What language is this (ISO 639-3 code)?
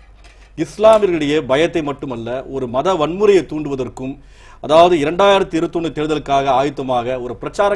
tam